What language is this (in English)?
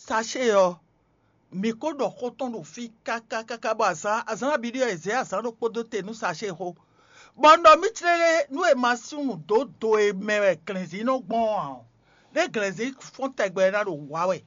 Fon